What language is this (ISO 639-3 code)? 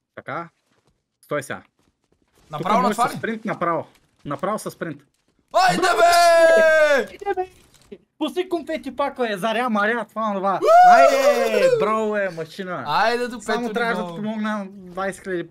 bul